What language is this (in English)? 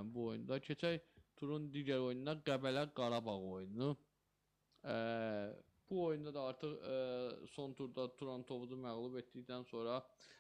Azerbaijani